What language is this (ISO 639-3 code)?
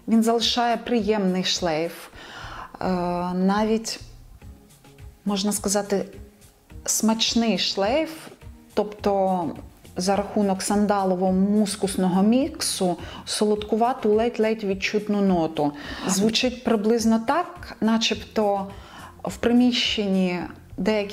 ukr